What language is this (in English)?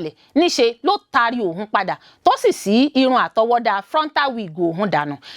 Yoruba